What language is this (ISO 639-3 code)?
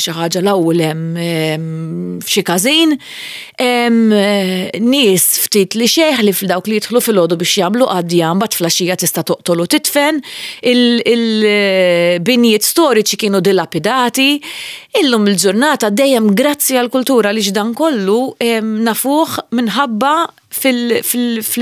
mlt